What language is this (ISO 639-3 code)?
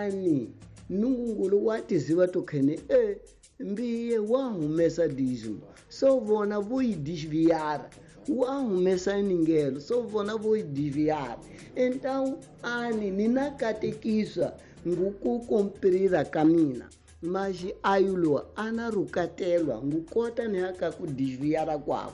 tso